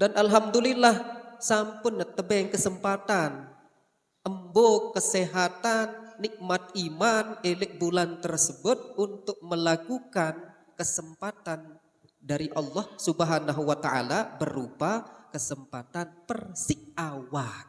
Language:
Sasak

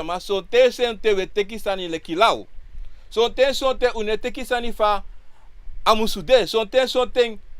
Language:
Sranan Tongo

